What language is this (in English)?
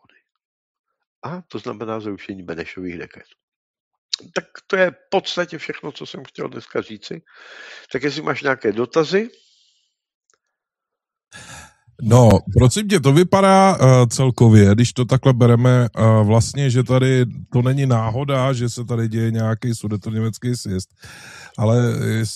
Czech